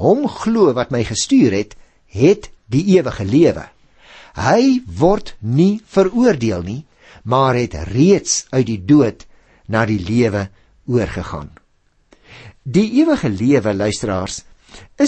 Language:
Afrikaans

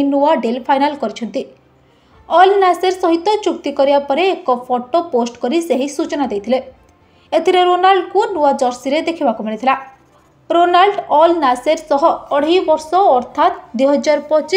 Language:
Odia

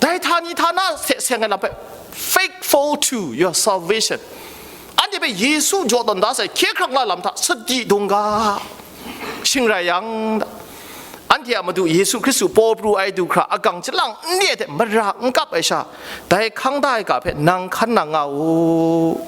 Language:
Kachin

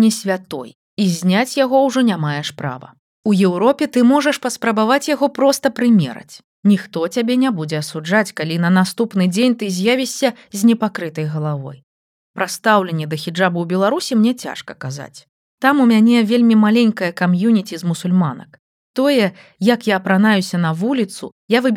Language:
Belarusian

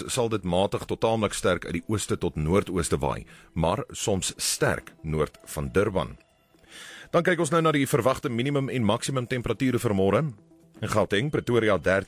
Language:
Afrikaans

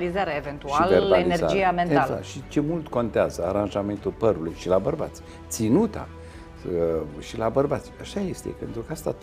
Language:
Romanian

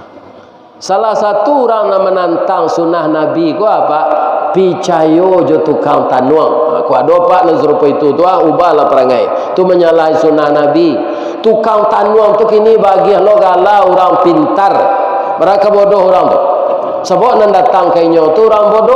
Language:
Minangkabau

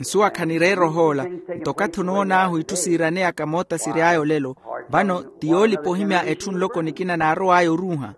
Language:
Makhuwa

